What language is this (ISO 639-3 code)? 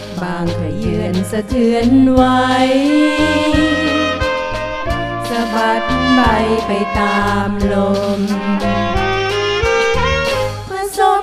tha